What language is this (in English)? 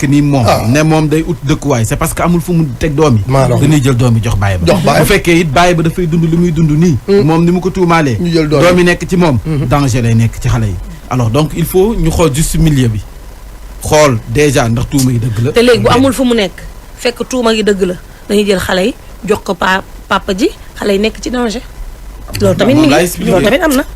Wolof